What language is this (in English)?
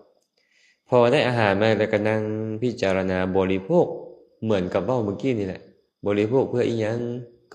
Lao